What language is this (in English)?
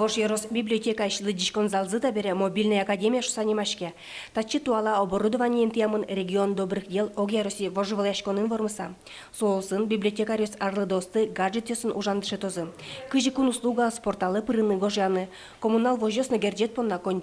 Udmurt